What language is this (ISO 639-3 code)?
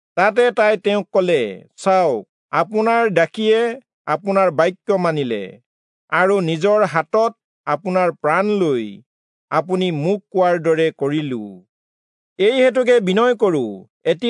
asm